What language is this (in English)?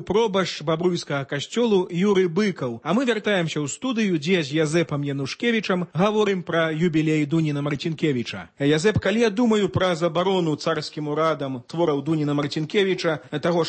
Belarusian